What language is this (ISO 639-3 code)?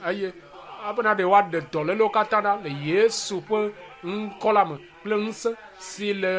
ewe